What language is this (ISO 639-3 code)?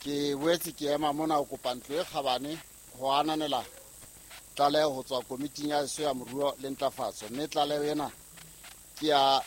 sot